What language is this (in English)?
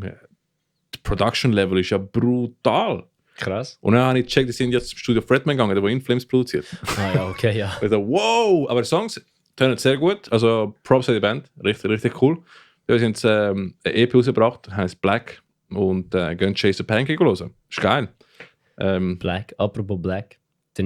Swiss German